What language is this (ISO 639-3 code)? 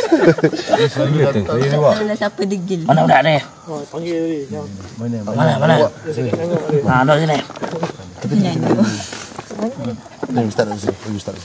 msa